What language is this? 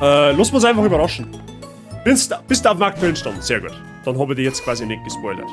Bavarian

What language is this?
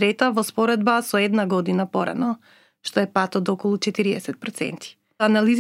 Macedonian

